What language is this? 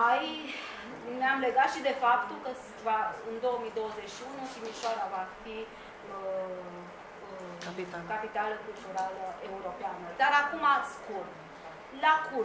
Romanian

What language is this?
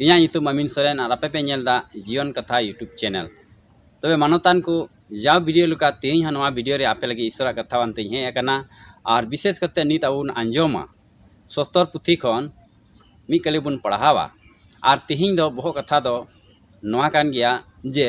Santali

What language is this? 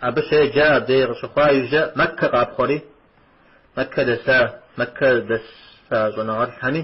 Kabardian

